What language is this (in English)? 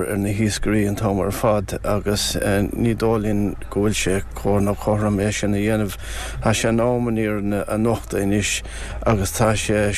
Irish